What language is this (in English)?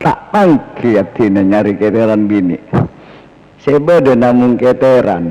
Madurese